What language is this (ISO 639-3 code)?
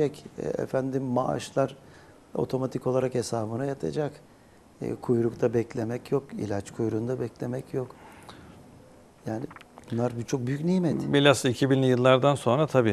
tur